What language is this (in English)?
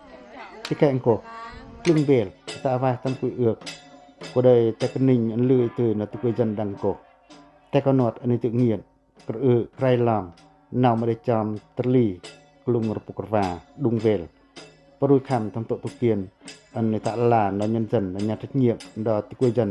Pacoh